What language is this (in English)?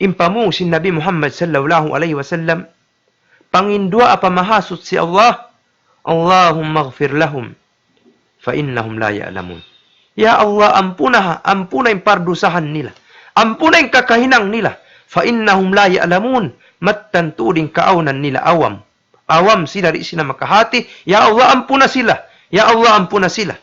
Tausug